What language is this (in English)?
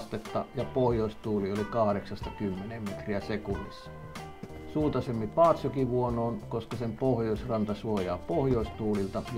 Finnish